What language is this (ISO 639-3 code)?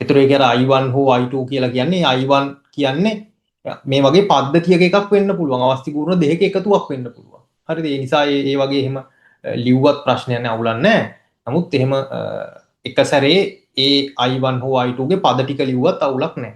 sin